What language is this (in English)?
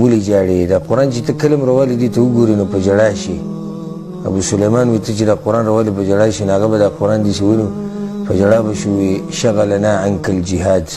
Pashto